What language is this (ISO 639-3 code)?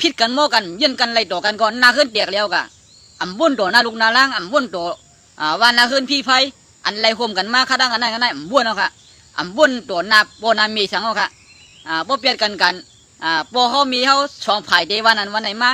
shn